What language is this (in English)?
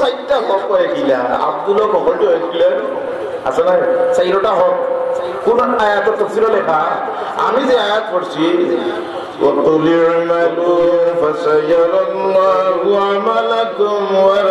Sylheti